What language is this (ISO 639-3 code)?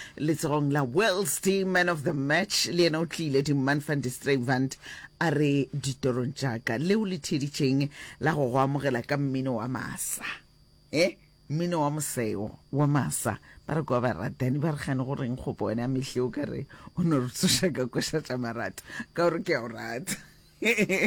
nso